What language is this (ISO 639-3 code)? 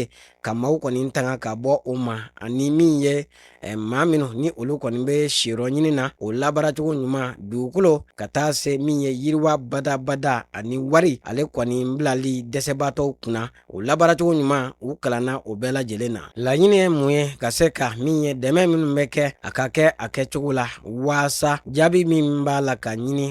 bam